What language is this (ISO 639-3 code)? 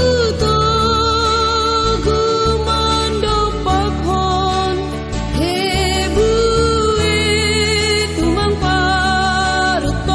bts